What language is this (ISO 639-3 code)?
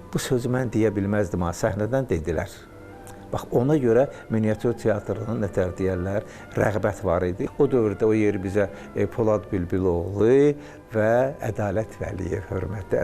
aze